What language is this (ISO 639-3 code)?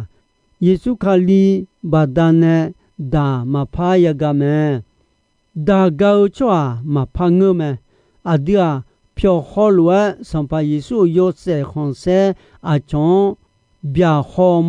ahk